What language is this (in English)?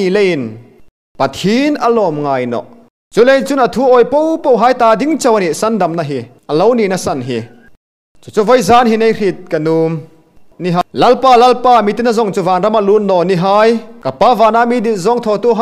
Hmar